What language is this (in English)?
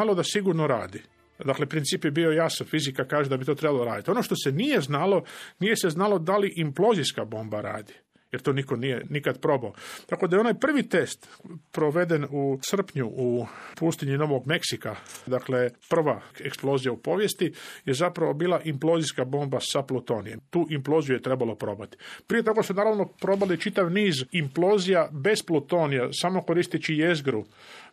Croatian